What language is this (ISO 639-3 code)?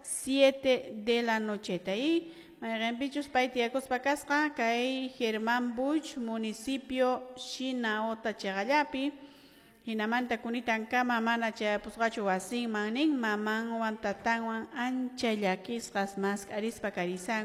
que